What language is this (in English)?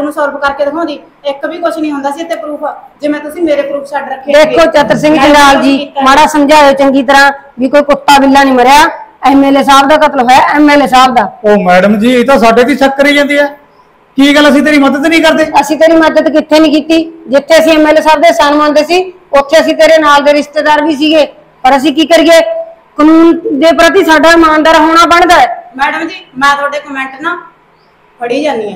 Punjabi